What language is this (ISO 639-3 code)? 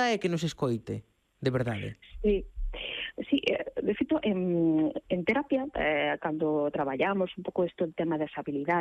glg